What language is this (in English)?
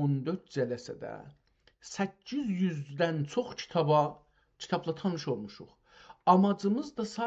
South Azerbaijani